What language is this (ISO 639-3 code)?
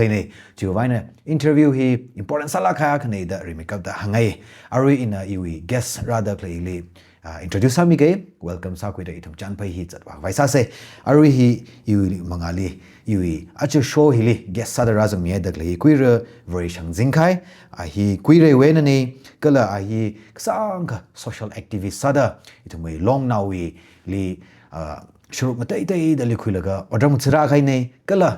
nmf